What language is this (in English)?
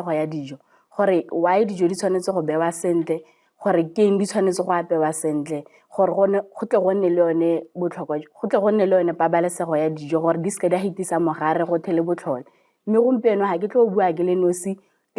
Tswana